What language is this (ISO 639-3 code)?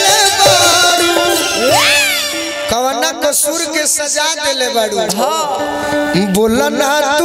bho